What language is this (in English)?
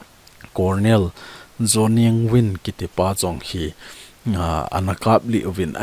Thado Chin